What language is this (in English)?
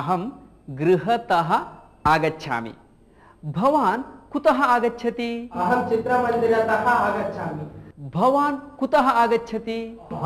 Sanskrit